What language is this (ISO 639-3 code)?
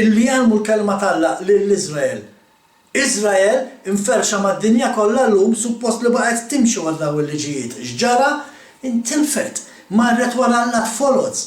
mlt